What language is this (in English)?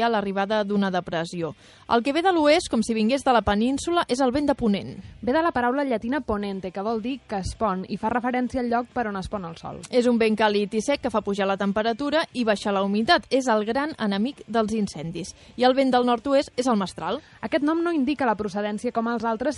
Catalan